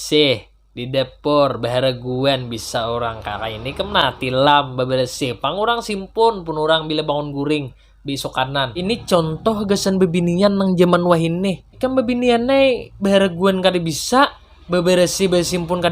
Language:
Banjar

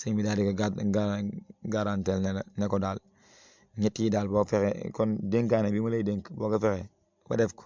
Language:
Wolof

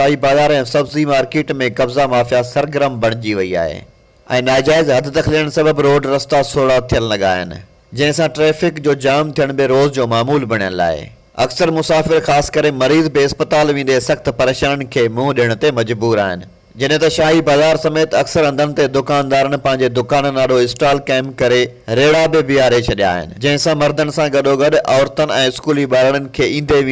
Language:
Sindhi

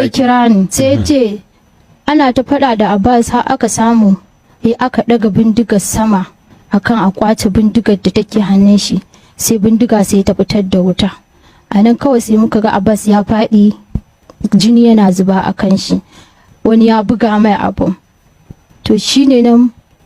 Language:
Hausa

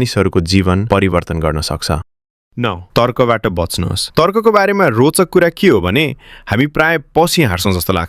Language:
Nepali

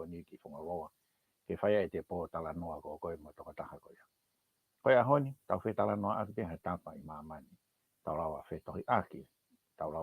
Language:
Tongan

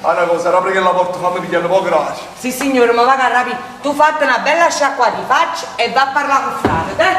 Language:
Neapolitan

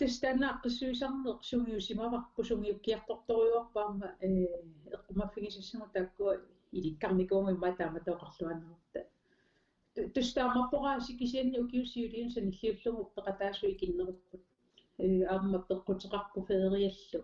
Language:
Kalaallisut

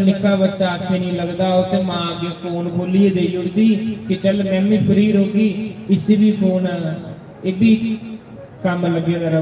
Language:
Dogri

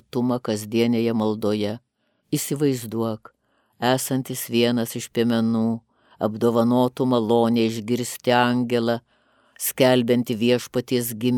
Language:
Lithuanian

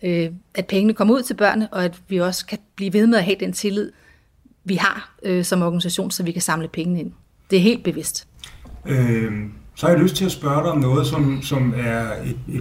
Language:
Danish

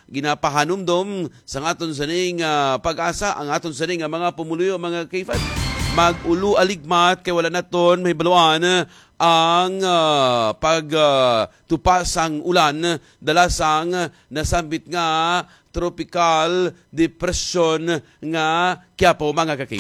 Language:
Hiligaynon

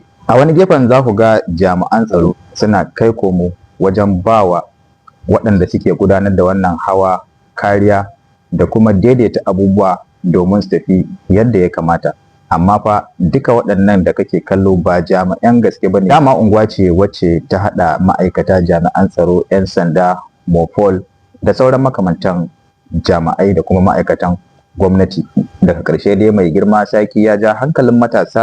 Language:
Hausa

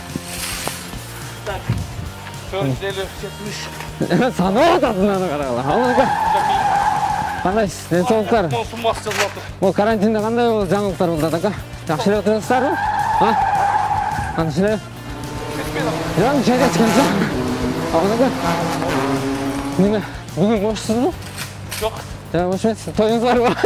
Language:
Kyrgyz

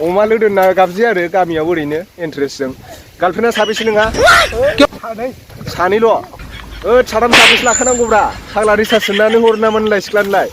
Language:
Bodo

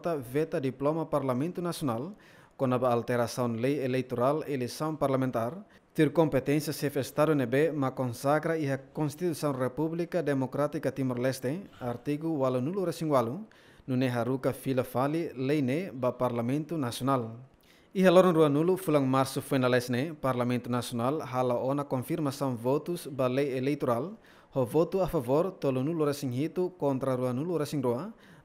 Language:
Tetum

